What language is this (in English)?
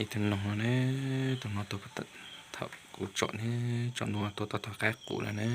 Hmong